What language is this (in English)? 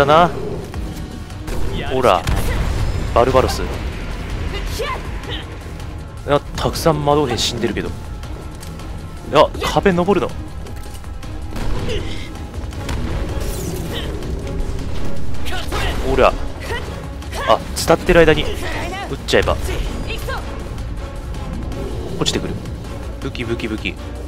Japanese